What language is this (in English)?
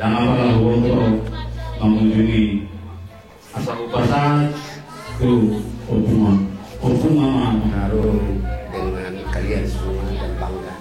Batak Toba